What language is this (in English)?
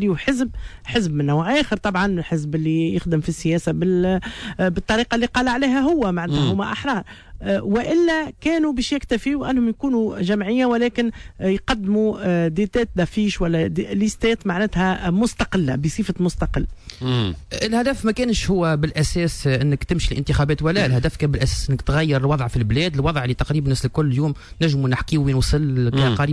Tunisian Arabic